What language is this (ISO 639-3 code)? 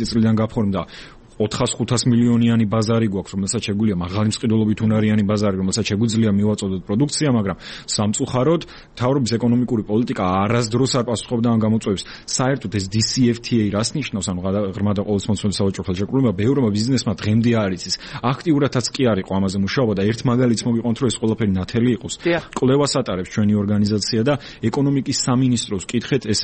kat